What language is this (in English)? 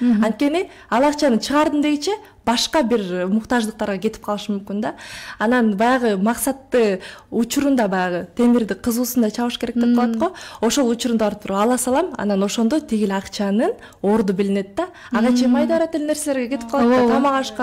Kyrgyz